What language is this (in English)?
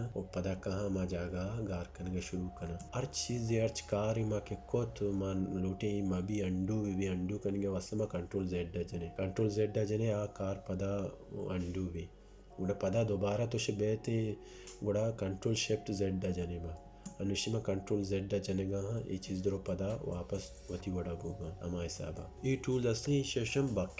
Baluchi